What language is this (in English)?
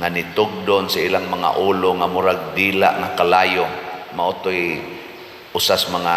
Cebuano